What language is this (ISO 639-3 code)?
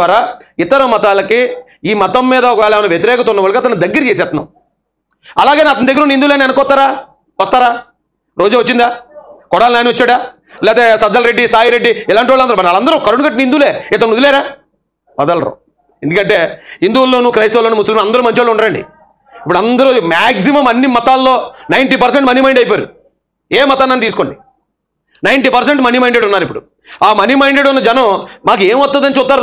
tel